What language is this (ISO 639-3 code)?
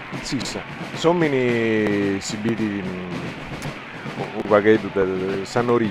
srd